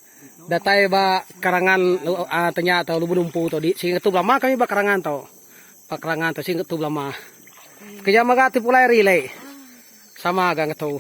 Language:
Iban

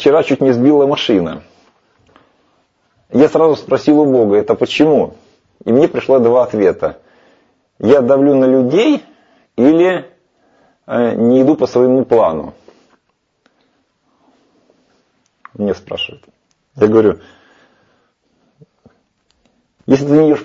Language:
Russian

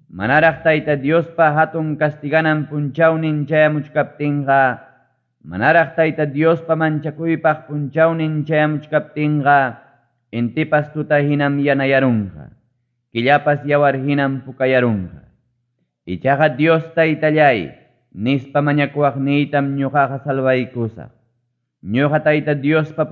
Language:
Ayacucho Quechua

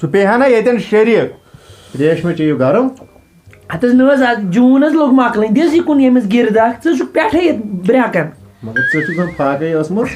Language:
Kashmiri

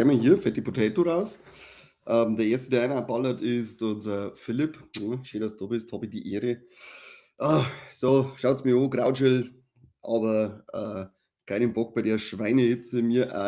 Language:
Bavarian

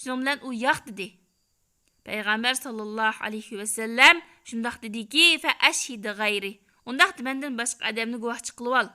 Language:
Uyghur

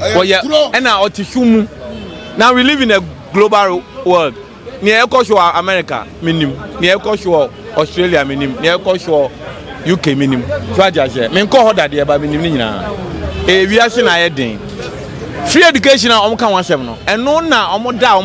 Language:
Akan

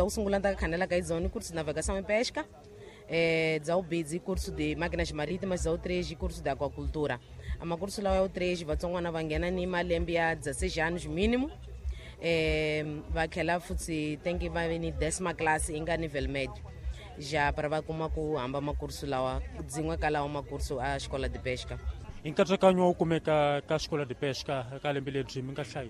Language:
Tsonga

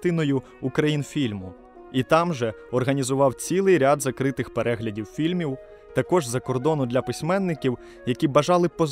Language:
Ukrainian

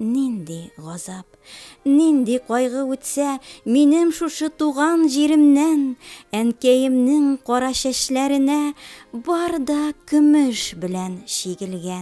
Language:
Tatar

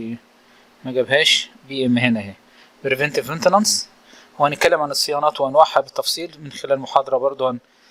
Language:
Egyptian Arabic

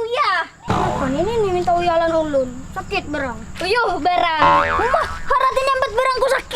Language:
Banjar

